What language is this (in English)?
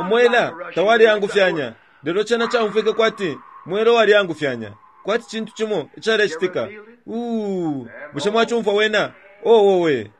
Bemba